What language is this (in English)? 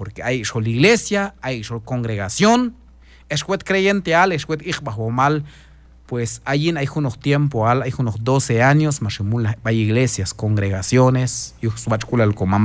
Q'anjob'al